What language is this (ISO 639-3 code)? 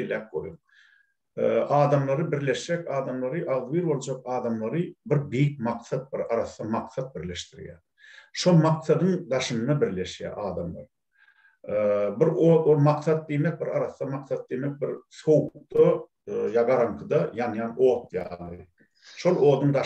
tuk